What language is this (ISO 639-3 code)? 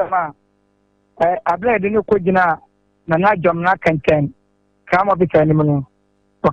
aka